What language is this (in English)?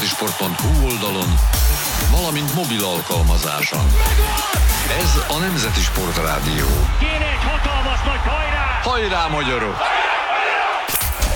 Hungarian